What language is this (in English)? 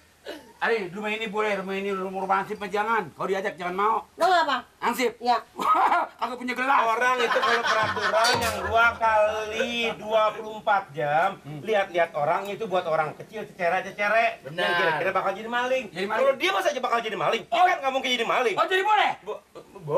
Betawi